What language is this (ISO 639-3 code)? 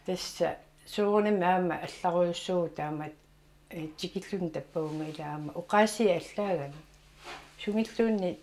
kal